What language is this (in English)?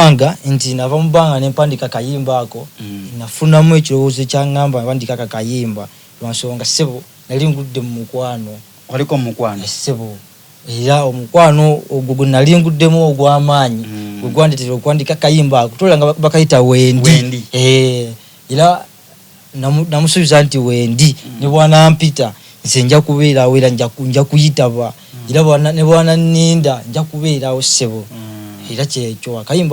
Soga